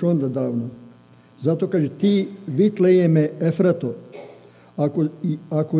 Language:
Serbian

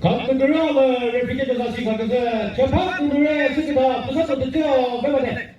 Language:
Chokri Naga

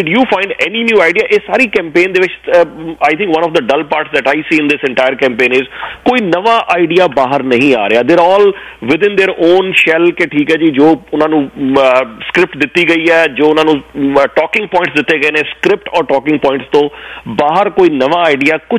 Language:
Punjabi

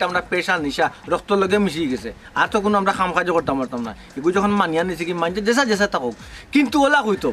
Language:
Sylheti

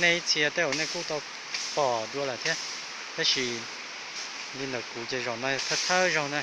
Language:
Hmong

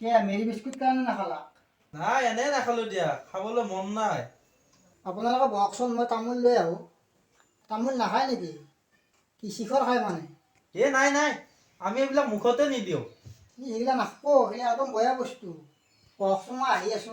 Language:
Assamese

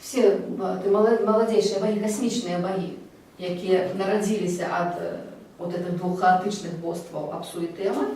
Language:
Belarusian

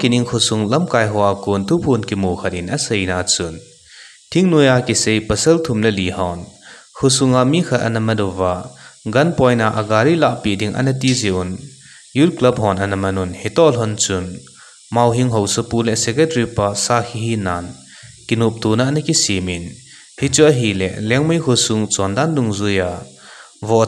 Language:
Thado Chin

